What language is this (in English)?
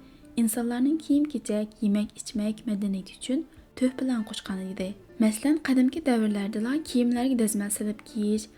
Uyghur